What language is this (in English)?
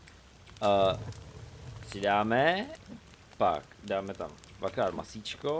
Czech